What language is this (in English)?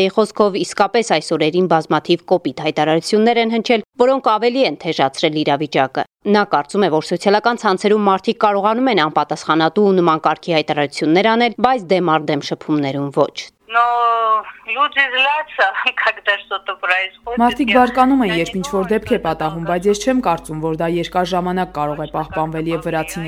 Armenian